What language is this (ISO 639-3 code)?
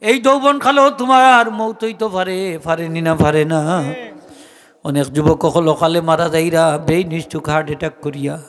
syl